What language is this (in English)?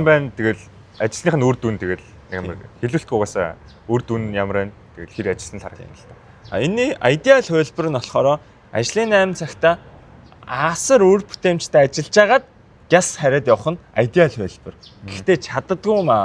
Mongolian